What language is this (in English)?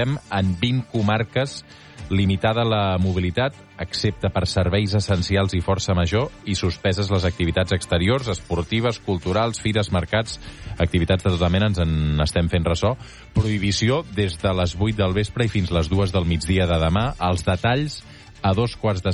Catalan